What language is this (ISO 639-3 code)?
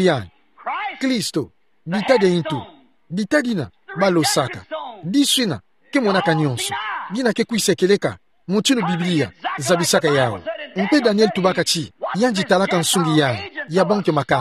ktu